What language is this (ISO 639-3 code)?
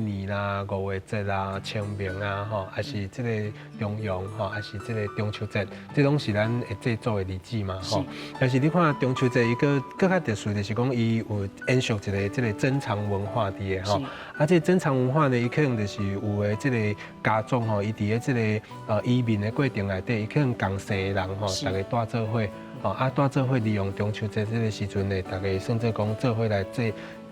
nan